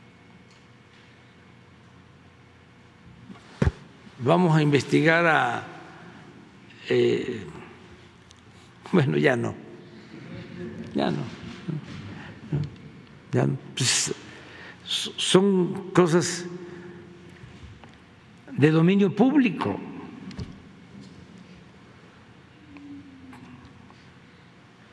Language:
Spanish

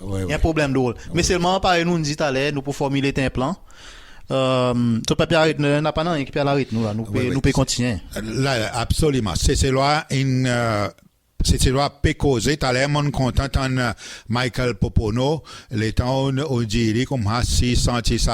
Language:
Seselwa Creole French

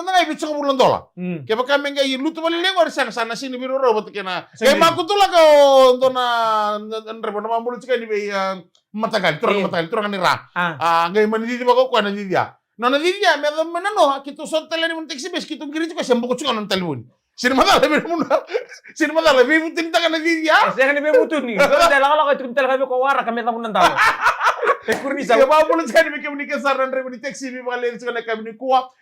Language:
Fijian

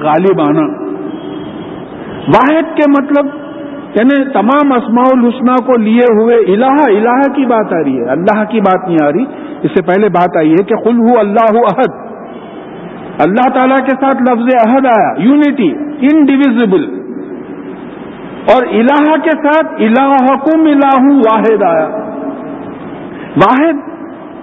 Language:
Urdu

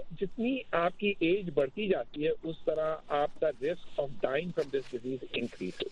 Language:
Urdu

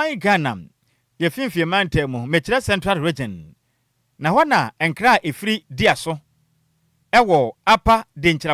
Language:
Akan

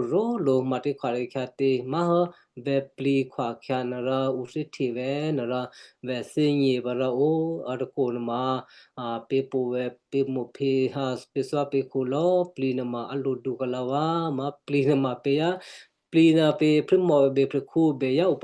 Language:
Western Kayah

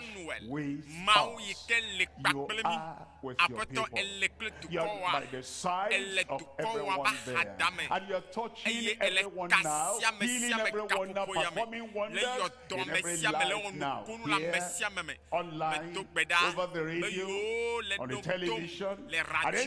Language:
Ewe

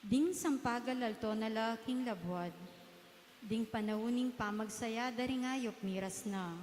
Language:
Pampanga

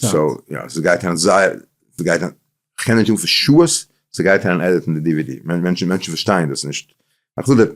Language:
Yiddish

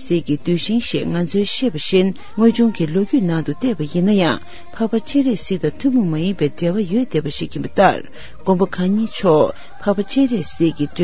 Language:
Tibetan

